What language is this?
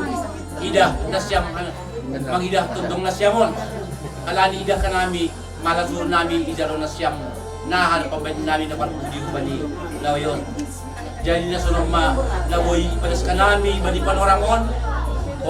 Batak Simalungun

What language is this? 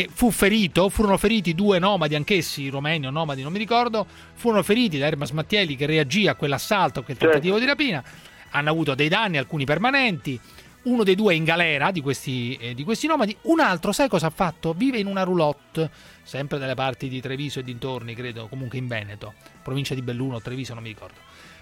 Italian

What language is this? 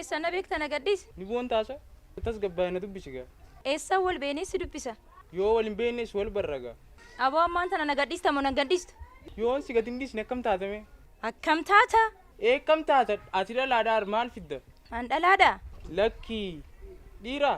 Oromo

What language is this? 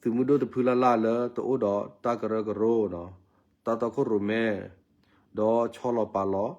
S'gaw Karen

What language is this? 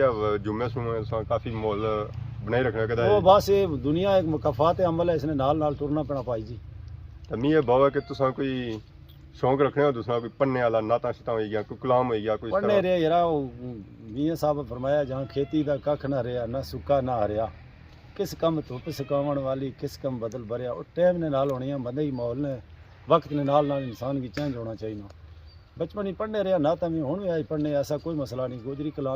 Pahari-Potwari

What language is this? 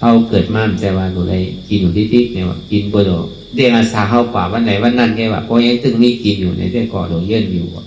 Shan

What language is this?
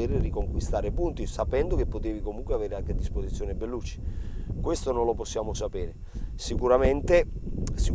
Italian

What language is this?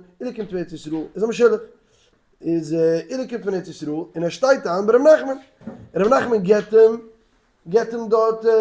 Yiddish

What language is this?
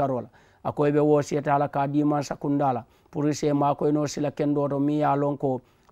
Mandingo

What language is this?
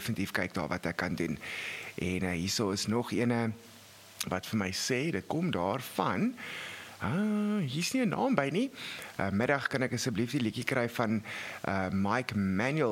Afrikaans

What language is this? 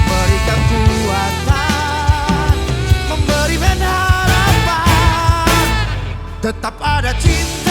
Ambonese Malay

